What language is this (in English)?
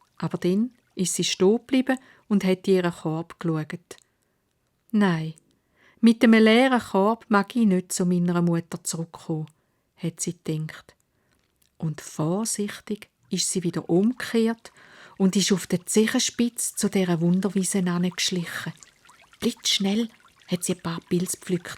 Swiss German